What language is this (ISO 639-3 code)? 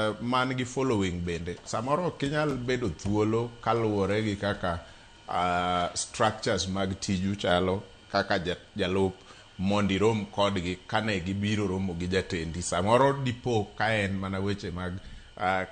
luo